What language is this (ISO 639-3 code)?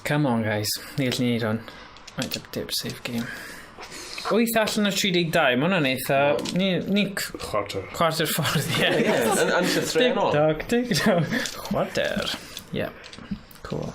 cym